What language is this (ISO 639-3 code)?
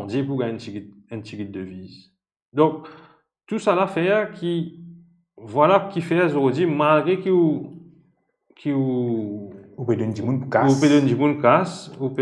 mfe